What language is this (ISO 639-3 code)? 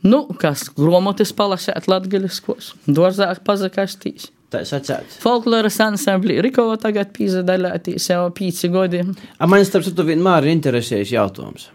lav